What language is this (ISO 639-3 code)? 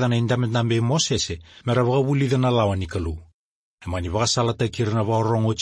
fij